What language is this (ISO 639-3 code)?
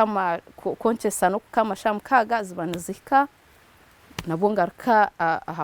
nyn